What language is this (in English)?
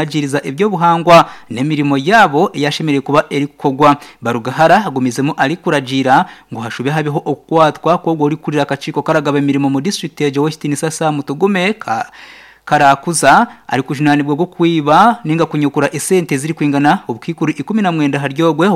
Nyankole